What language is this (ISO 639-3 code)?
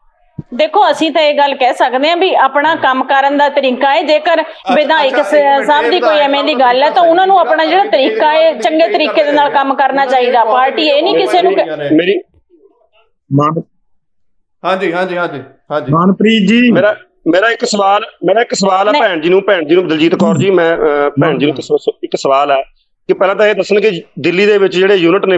pan